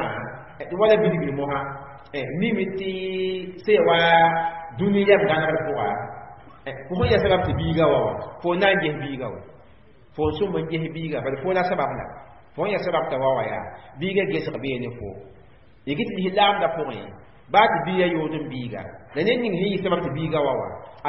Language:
Mossi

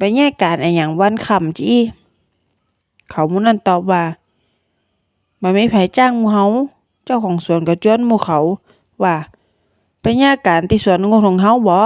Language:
Northern Thai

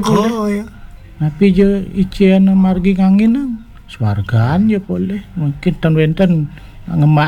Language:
Balinese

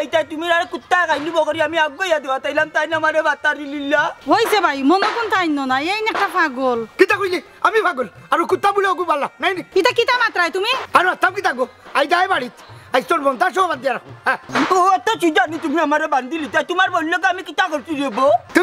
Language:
Sylheti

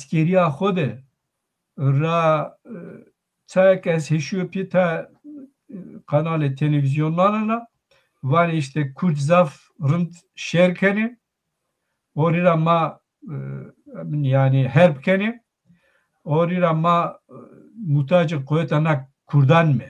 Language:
Zaza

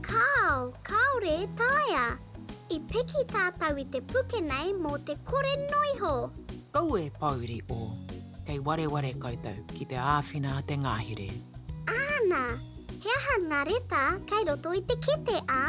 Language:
Māori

